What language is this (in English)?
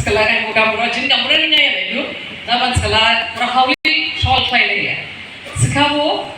Dimasa